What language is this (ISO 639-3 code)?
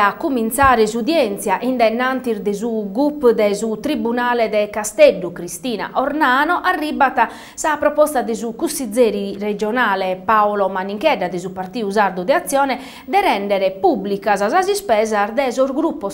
srd